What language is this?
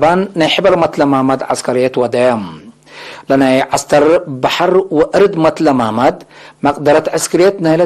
Tigre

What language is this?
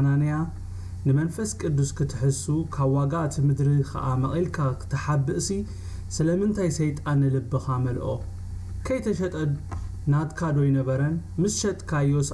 Tigrinya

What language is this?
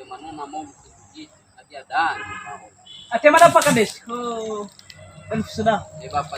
Nias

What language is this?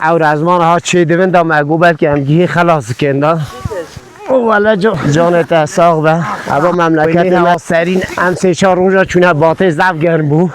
Kurdish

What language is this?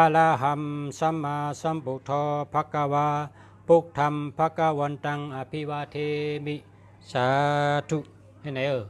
Shan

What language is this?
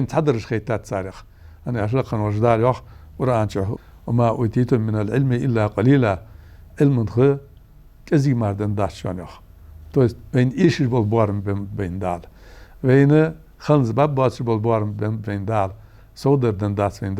Ingush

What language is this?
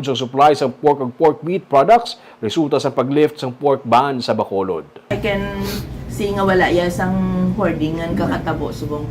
Hiligaynon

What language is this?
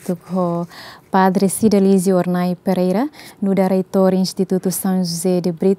Tetum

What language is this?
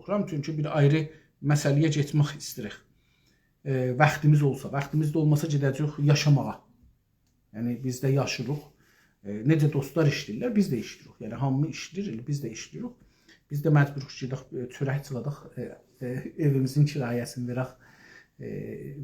South Azerbaijani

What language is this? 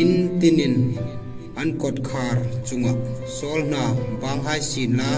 Hmar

